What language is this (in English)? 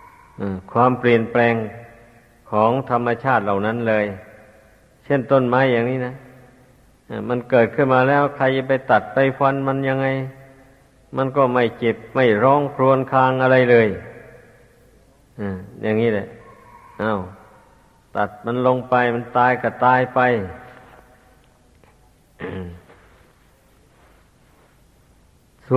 Thai